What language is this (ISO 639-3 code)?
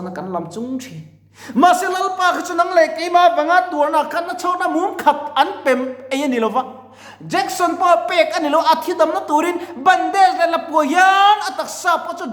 lus